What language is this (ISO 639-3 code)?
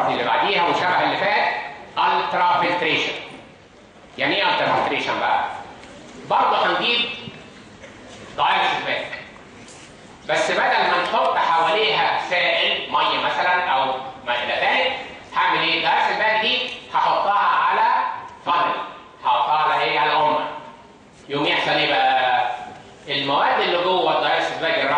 arz